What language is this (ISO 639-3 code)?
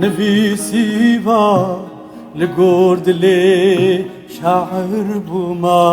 kur